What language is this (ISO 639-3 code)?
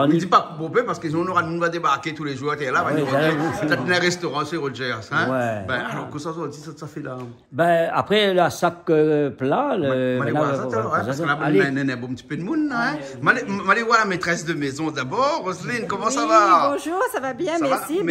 rcf